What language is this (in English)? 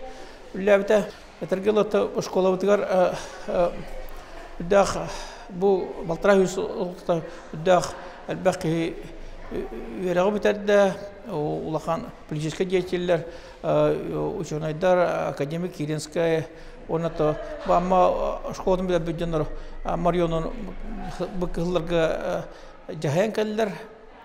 Yakut